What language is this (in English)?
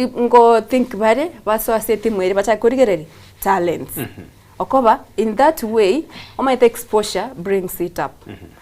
Gusii